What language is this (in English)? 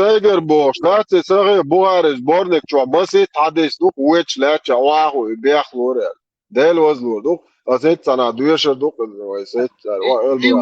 Chechen